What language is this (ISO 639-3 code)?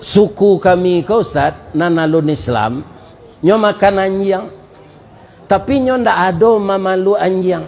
min